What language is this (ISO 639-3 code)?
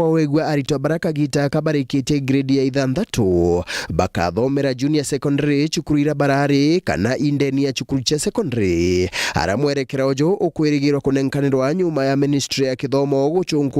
mer